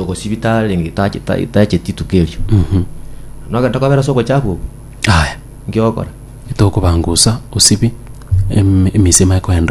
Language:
Gusii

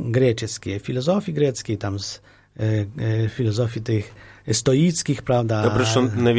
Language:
Polish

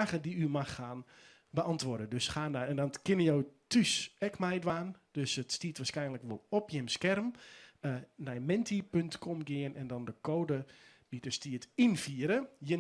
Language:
Western Frisian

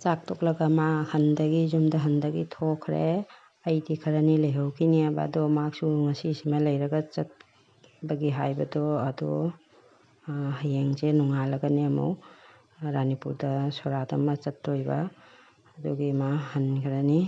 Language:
Manipuri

